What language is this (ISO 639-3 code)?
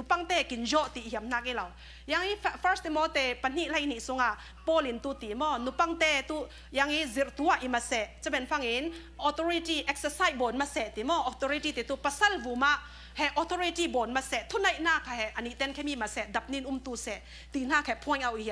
cfm